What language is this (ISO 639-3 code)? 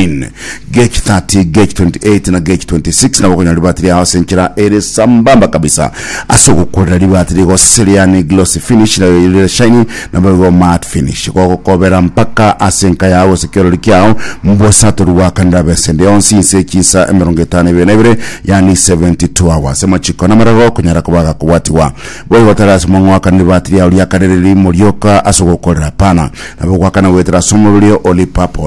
guz